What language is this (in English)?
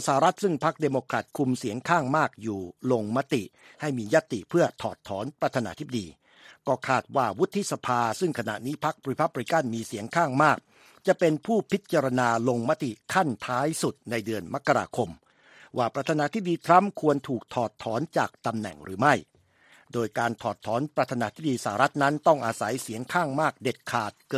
Thai